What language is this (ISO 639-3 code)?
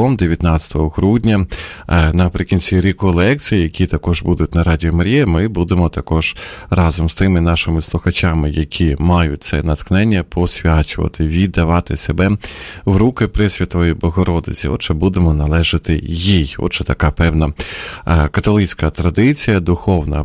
ukr